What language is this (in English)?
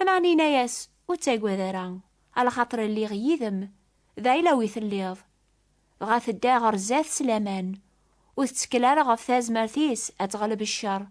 Kabyle